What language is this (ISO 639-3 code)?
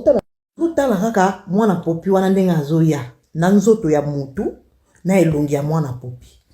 lin